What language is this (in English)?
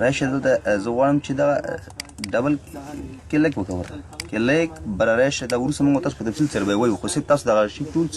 Pashto